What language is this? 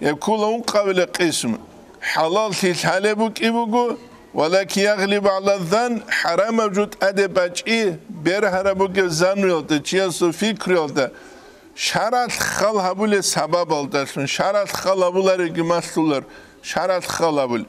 Avaric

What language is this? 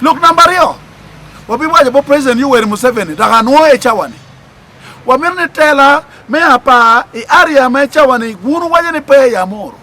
Acoli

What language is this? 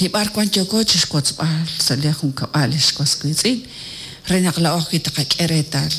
Kekchí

